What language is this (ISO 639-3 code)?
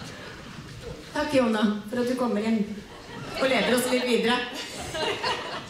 nor